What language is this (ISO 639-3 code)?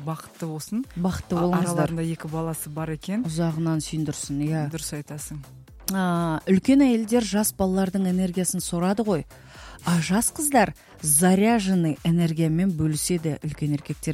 kaz